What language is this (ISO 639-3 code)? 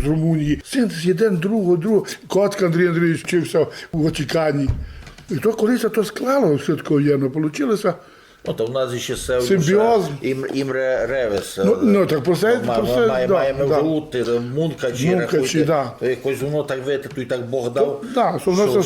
rue